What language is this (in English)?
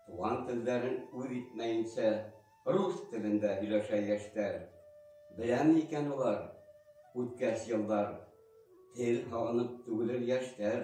Bashkir